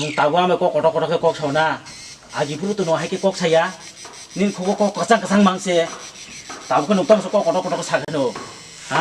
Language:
Kok Borok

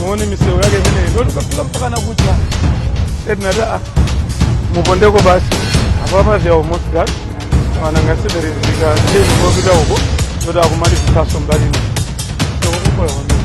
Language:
Nyanja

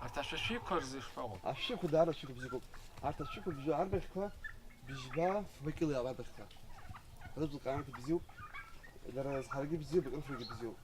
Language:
Abkhazian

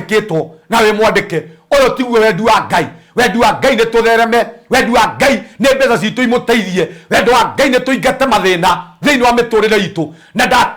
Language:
Kikuyu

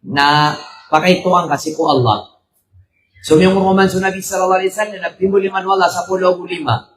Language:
Maranao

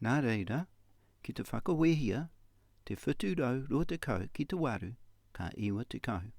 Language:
Māori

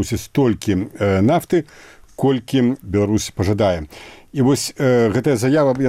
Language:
Belarusian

